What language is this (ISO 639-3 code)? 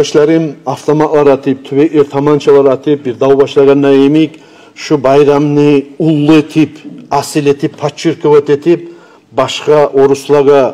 kum